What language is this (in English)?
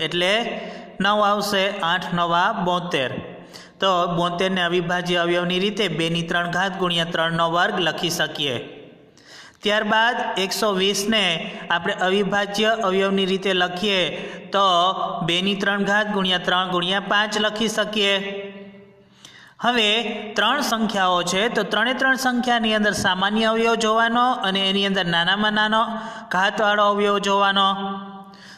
Gujarati